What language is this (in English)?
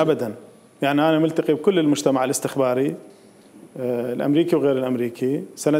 Mesopotamian Arabic